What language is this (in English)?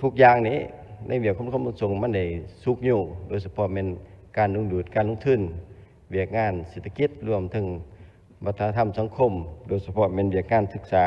Lao